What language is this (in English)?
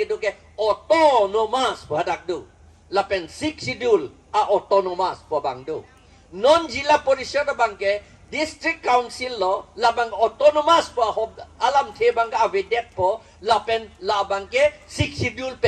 Karbi